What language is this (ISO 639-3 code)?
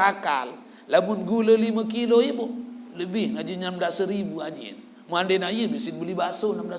sas